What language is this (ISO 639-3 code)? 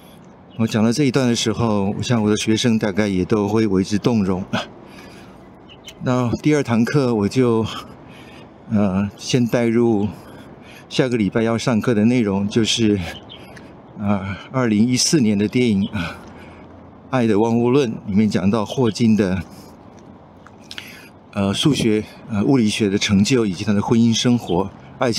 zho